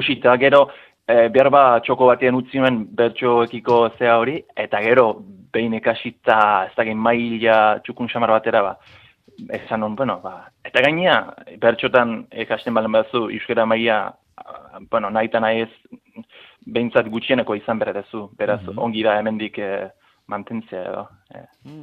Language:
Basque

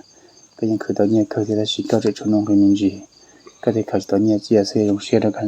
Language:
Hmong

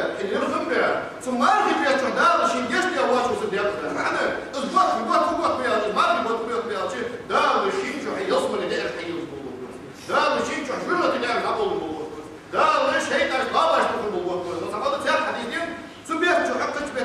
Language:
Ingush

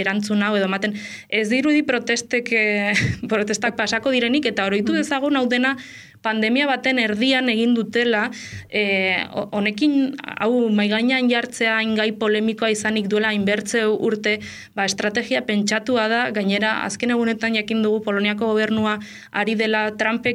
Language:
Basque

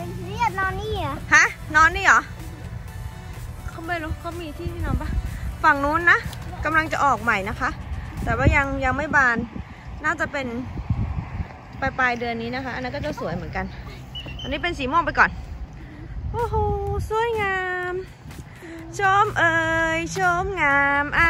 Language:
Thai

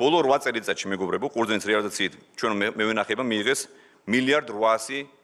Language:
Georgian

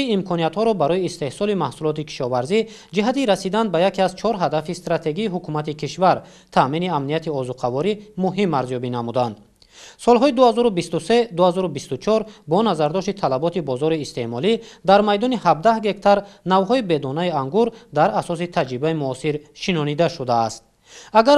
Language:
Tajik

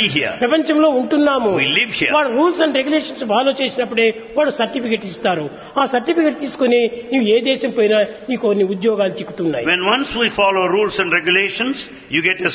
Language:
Telugu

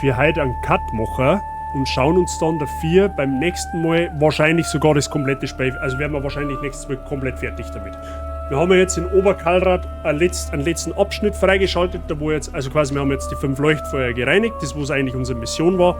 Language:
Bavarian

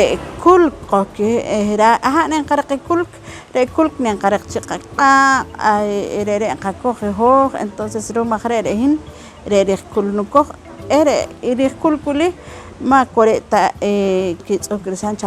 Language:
Poqomchi'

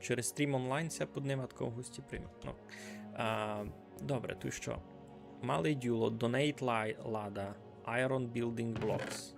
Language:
Rusyn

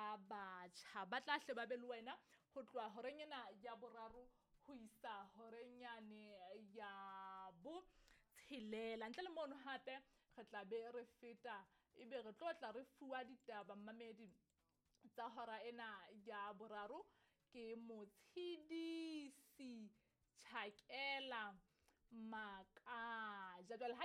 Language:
Southern Sotho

